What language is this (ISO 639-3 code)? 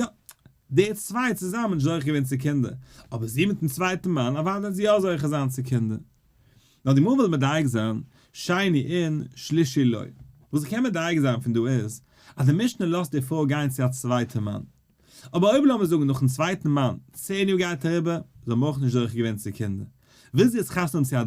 yid